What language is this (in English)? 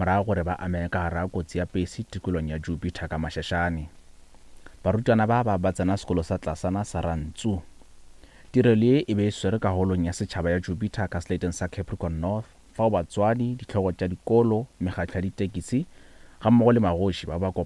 Northern Sotho